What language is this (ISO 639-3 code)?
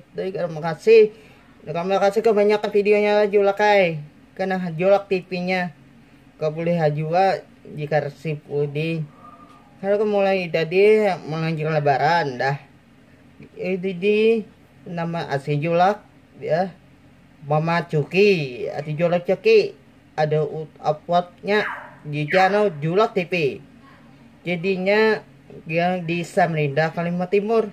bjn